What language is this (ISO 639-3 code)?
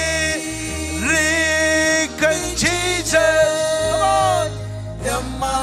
mah